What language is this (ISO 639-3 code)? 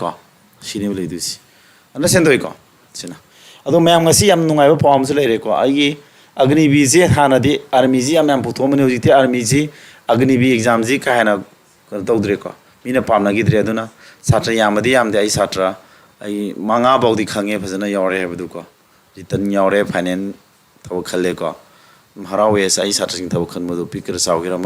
mni